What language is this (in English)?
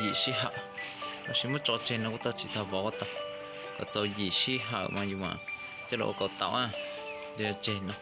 Hmong